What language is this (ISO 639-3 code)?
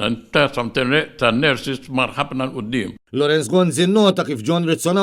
mlt